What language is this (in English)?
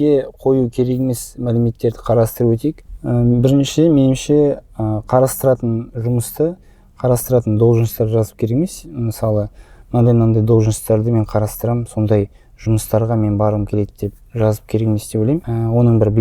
Kazakh